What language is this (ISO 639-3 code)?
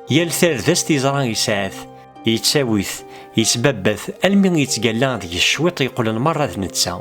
kab